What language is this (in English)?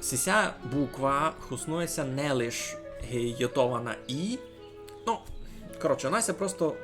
Rusyn